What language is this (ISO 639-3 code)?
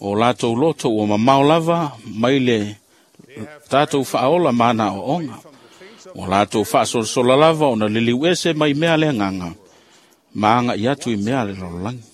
smo